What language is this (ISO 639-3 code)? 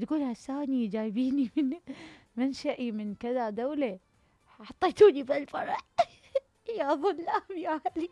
acm